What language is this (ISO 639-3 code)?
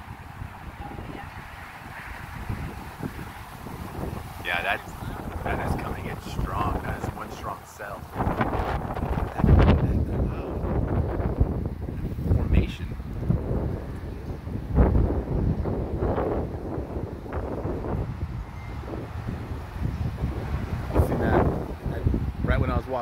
eng